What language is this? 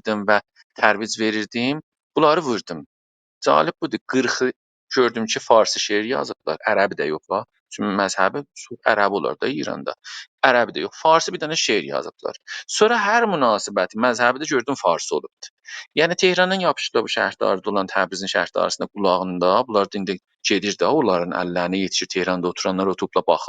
South Azerbaijani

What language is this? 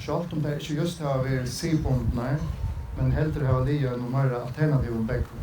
Faroese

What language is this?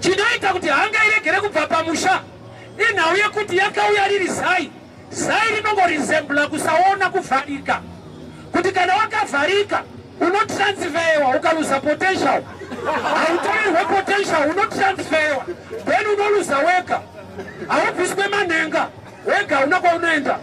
Shona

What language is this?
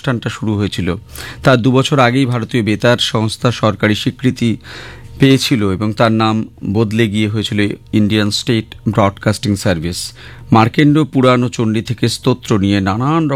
Bangla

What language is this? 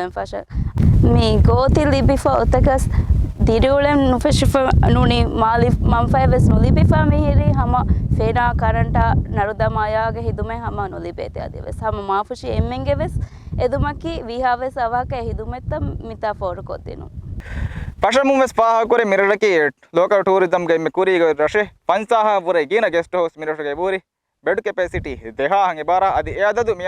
Divehi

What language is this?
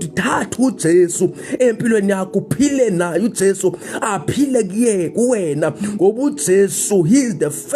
Zulu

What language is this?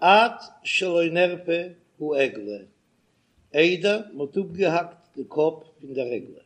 Yiddish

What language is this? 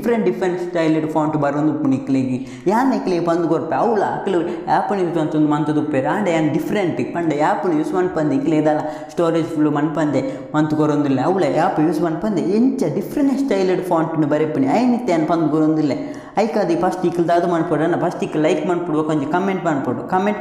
Tulu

